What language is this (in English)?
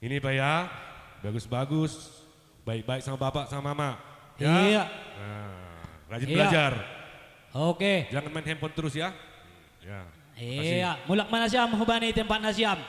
Batak Simalungun